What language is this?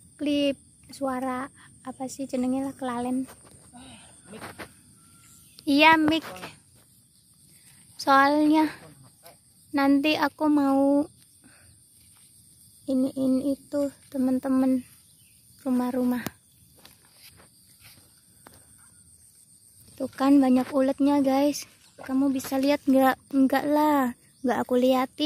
Indonesian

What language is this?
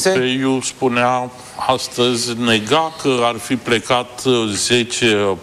Romanian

